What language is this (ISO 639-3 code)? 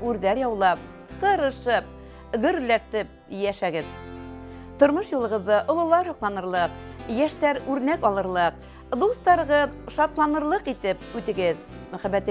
bak